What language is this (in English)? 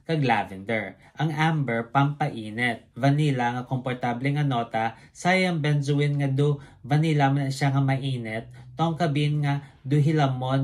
Hiligaynon